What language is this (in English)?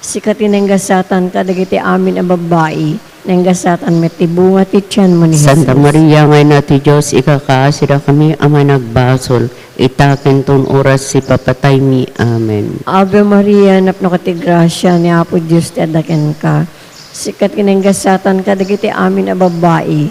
Iloko